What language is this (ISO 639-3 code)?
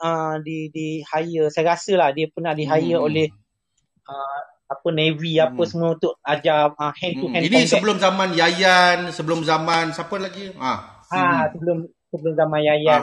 msa